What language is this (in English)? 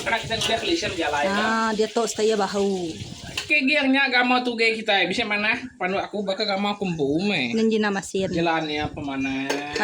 Iban